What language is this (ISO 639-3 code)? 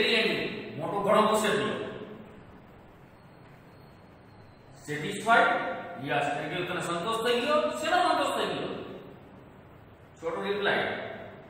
guj